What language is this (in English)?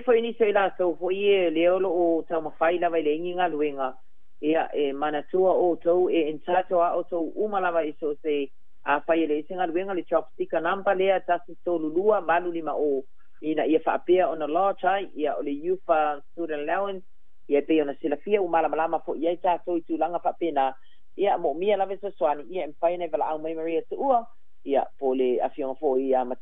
Samoan